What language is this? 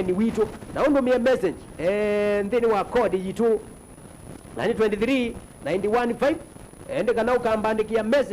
Kamba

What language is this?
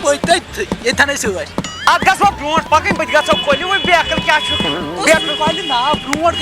Kashmiri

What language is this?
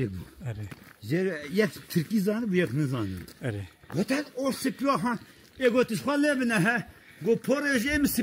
Kurdish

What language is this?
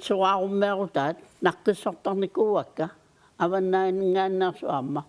Kalaallisut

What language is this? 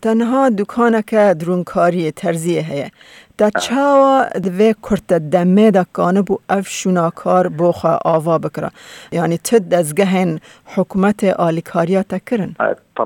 Kurdish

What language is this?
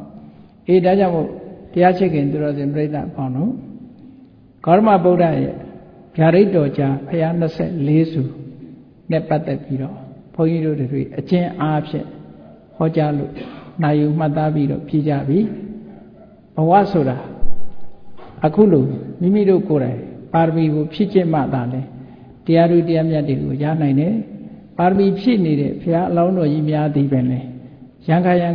Burmese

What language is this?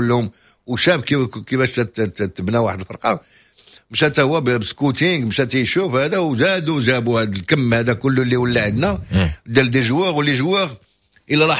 Moroccan Arabic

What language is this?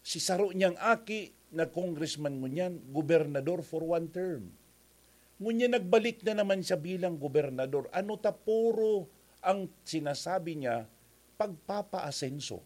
Bikol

